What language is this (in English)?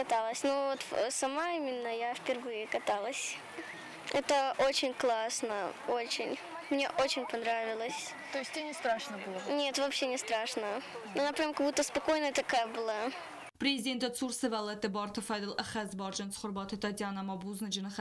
Ossetic